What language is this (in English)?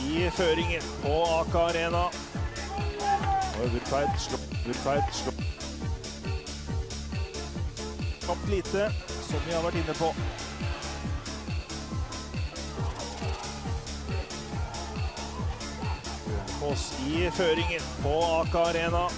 Norwegian